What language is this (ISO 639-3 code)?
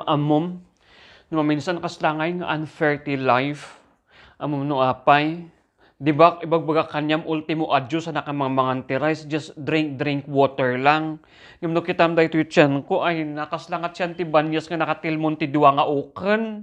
ilo